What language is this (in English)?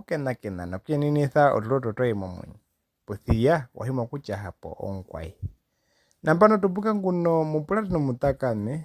Herero